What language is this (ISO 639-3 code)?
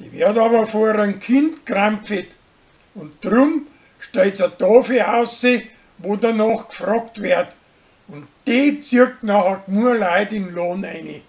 bar